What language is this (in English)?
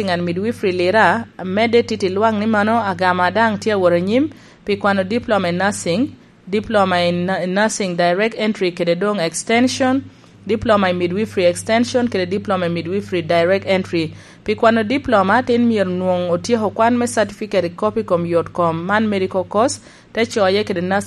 Lango (Uganda)